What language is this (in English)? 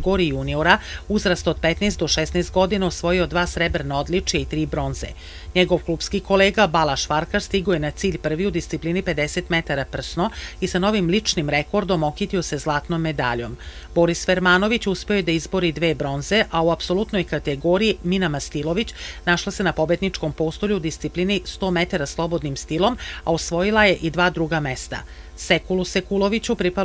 Serbian